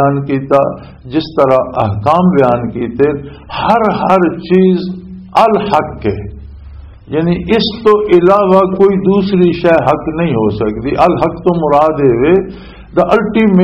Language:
Western Panjabi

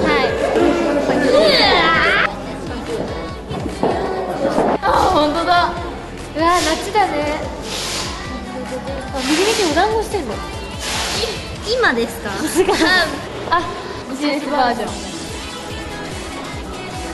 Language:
Japanese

